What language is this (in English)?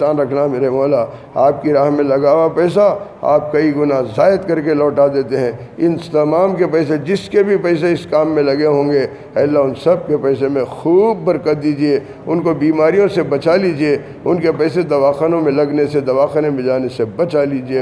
Urdu